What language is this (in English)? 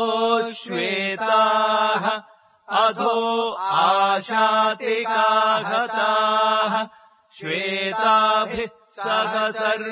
Sanskrit